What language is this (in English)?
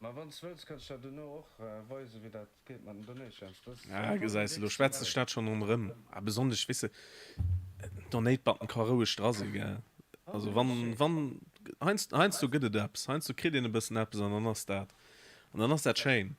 Luxembourgish